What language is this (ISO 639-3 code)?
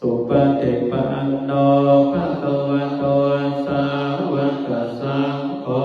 pli